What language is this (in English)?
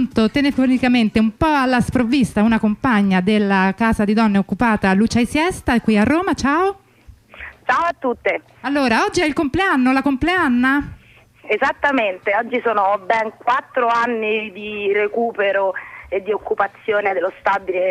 Italian